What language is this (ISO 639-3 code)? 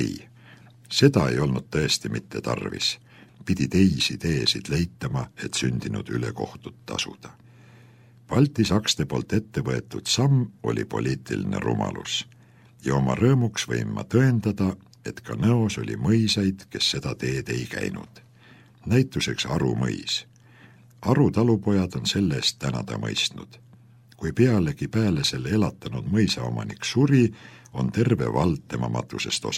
est